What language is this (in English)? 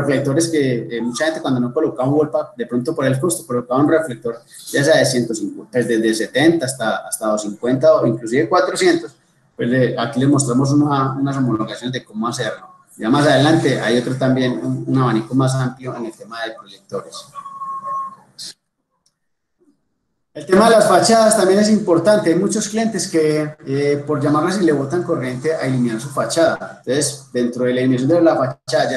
Spanish